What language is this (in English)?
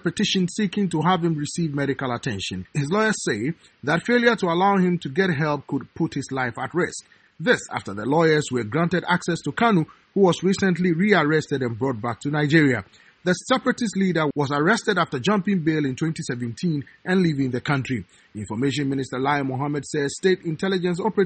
English